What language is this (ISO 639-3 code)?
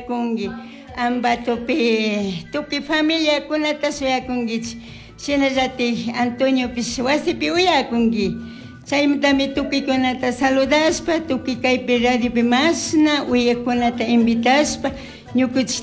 qug